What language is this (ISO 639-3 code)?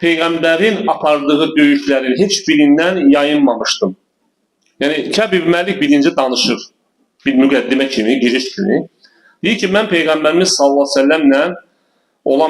aze